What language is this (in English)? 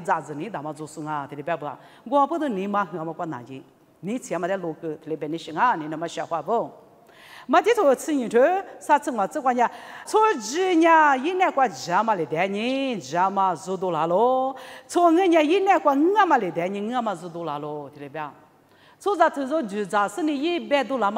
Lisu